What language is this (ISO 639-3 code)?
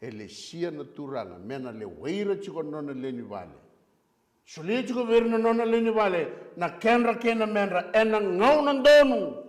fij